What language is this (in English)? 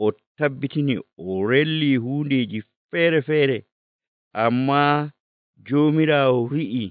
Nigerian Fulfulde